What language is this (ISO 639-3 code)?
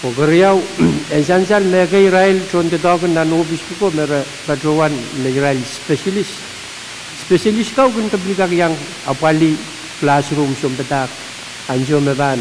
pon